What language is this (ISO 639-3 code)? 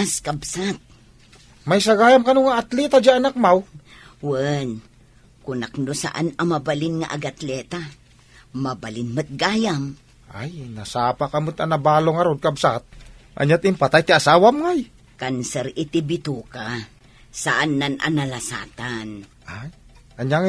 ilo